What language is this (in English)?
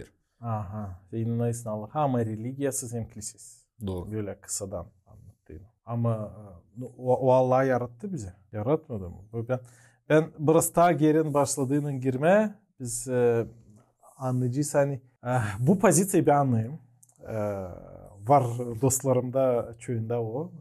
Gagauz